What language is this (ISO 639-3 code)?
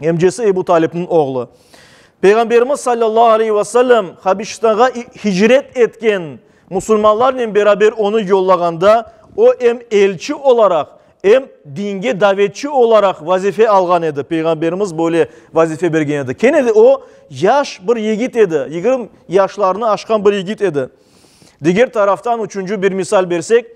crh